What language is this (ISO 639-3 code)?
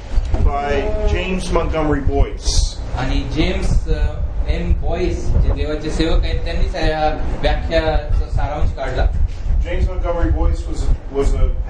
mar